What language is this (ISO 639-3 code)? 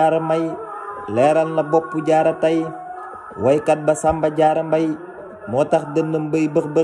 wol